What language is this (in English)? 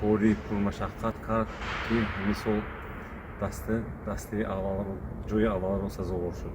Tajik